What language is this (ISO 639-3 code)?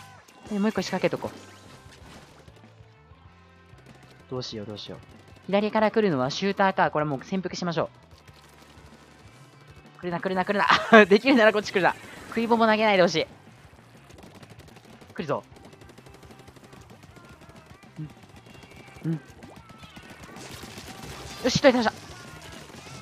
jpn